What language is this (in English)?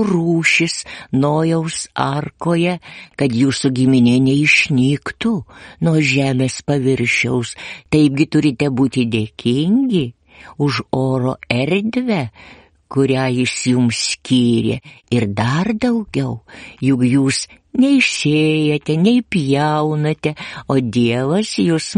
Lithuanian